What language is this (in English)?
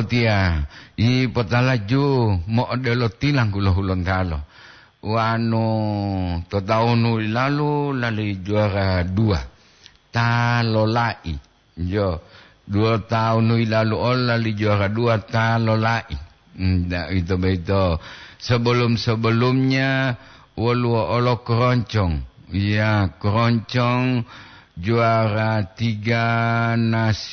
Gorontalo